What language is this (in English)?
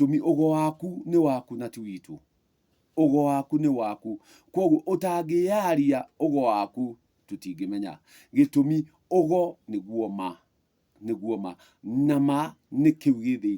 Kikuyu